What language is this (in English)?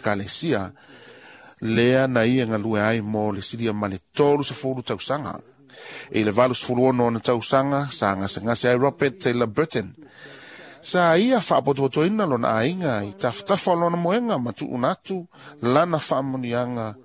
Samoan